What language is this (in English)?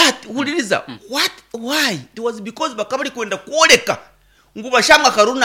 Nyankole